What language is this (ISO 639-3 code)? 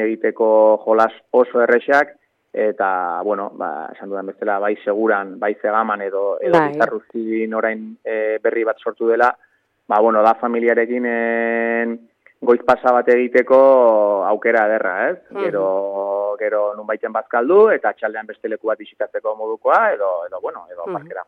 eus